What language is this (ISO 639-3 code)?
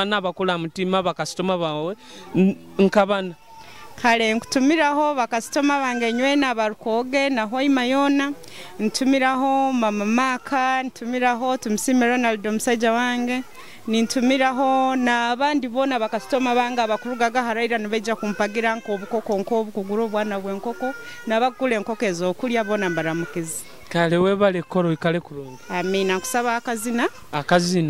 nyo